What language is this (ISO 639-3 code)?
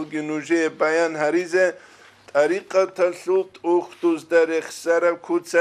ava